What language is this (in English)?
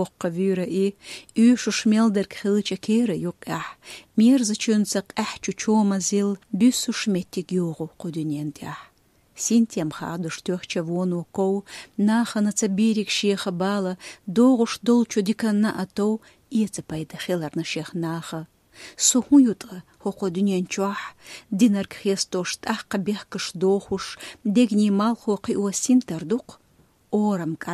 Chechen